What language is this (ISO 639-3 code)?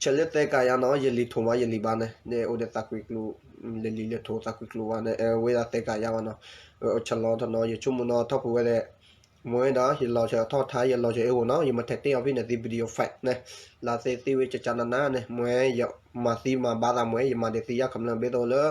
ksw